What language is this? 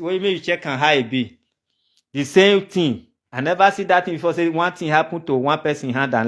Nigerian Pidgin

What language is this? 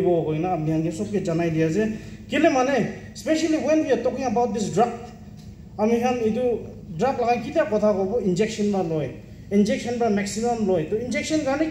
Naga Pidgin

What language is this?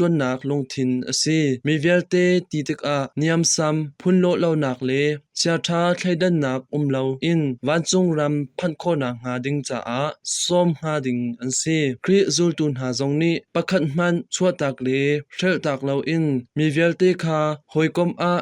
Hakha Chin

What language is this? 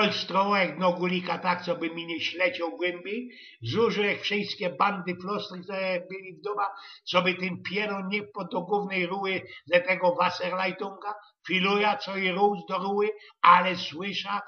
Silesian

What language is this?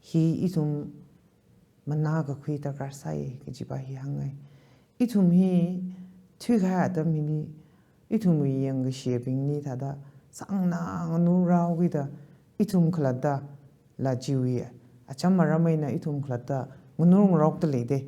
Tangkhul Naga (India)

